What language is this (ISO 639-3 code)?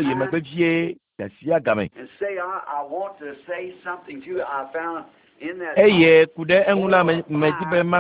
ewe